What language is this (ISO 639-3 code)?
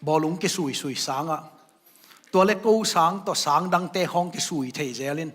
ctd